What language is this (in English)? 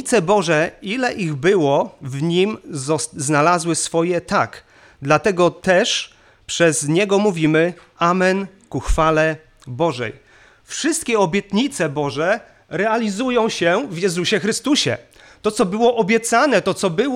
Polish